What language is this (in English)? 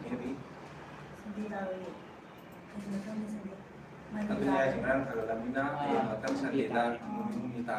Manipuri